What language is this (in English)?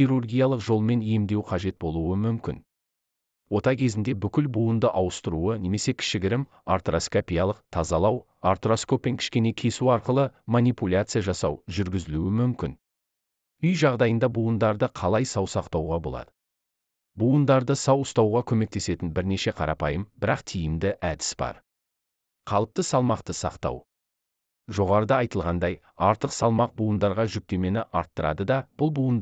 Kazakh